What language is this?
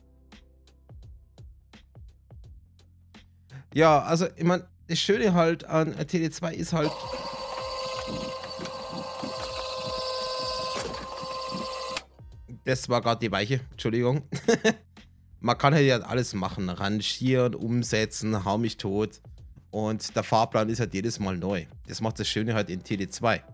German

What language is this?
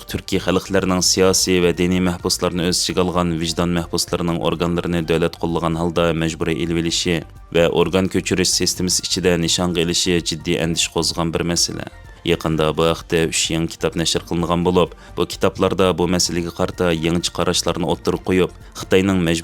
Uyghur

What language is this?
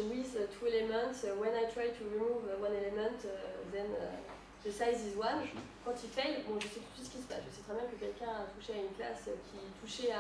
French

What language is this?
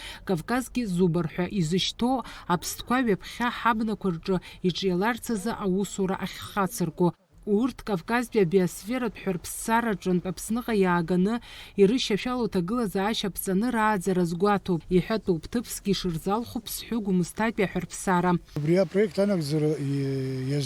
Abkhazian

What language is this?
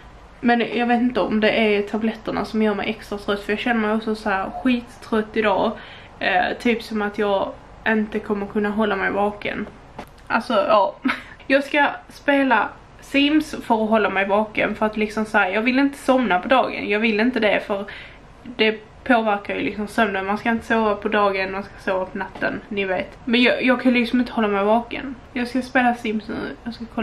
Swedish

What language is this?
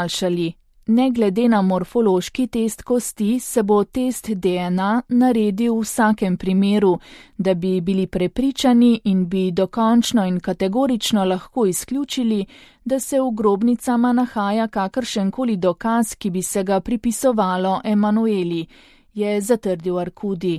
Slovenian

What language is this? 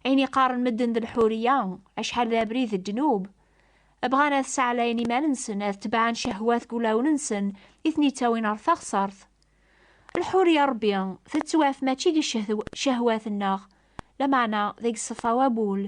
Kabyle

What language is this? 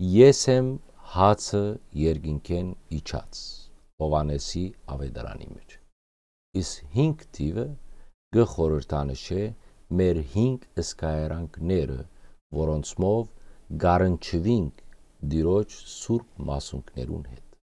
Western Armenian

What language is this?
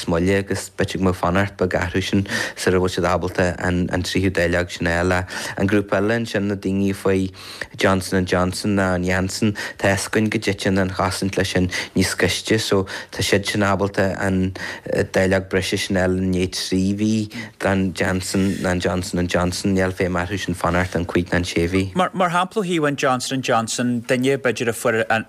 Irish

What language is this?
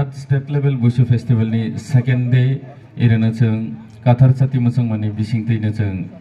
Kok Borok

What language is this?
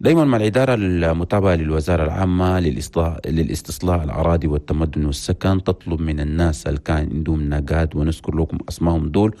Chadian Arabic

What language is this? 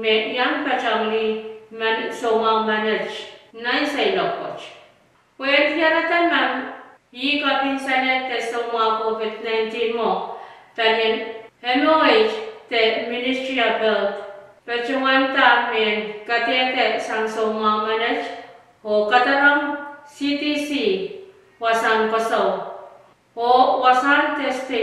Pohnpeian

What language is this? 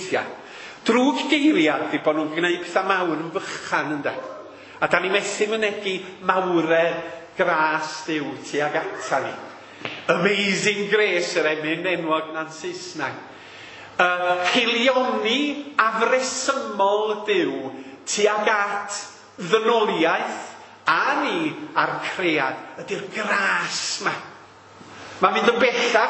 Welsh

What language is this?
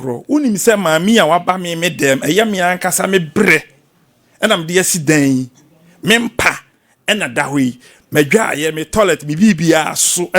Akan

